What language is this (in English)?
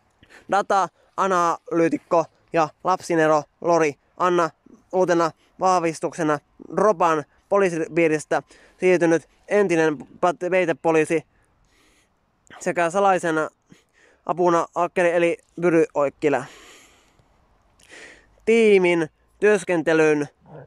Finnish